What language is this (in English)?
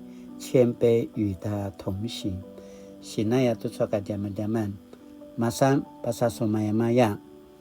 Paiwan